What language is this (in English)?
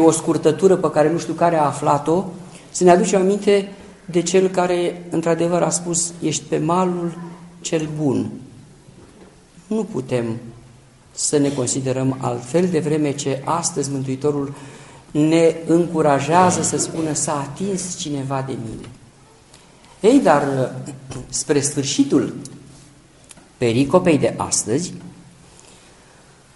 Romanian